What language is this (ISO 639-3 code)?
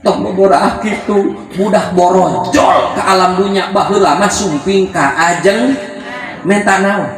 sun